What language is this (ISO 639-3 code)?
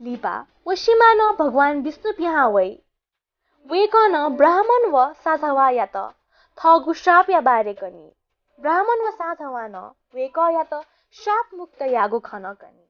new